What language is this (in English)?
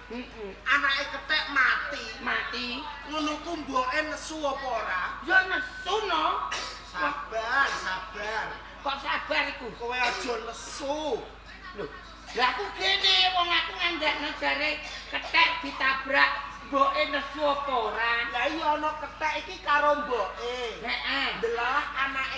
Javanese